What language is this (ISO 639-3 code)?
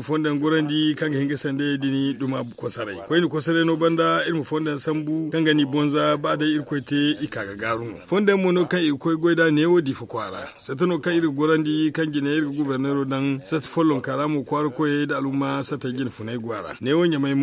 dje